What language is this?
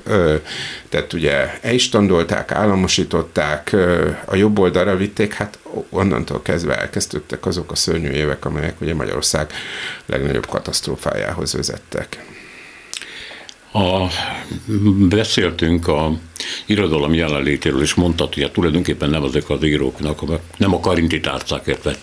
Hungarian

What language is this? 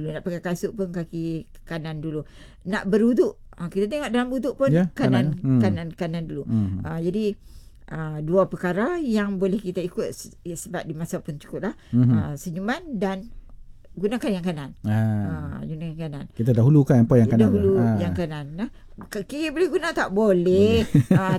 Malay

